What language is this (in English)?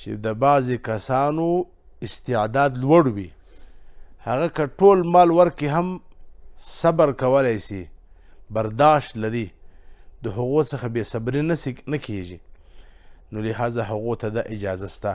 Pashto